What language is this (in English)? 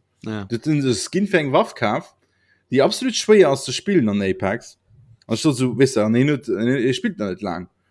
Luxembourgish